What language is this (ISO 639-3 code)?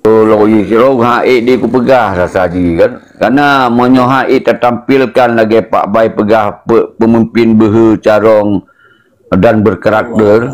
ace